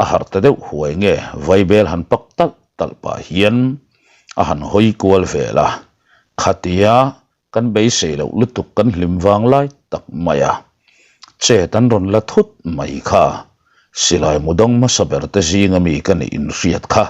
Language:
Mizo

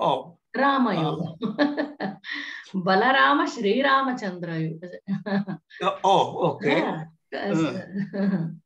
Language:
Sanskrit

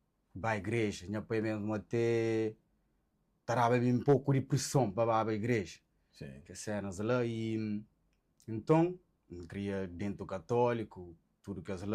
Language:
Kabuverdianu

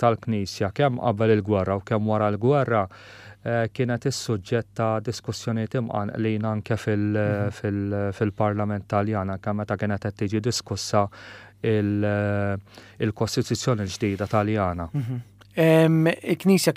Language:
Maltese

